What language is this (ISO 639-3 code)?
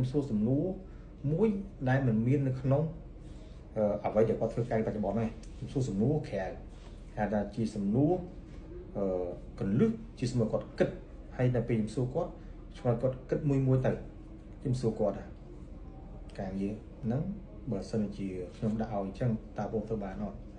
khm